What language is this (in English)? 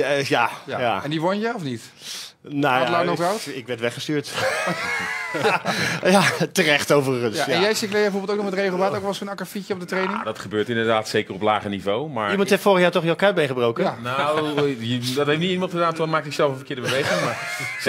Dutch